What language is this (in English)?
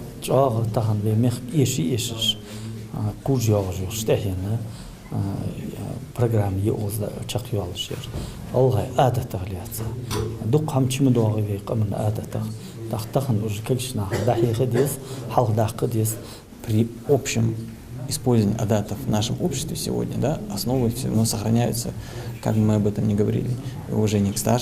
Ingush